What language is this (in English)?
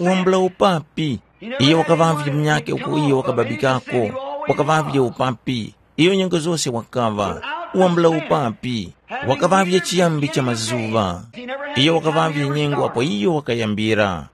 Tumbuka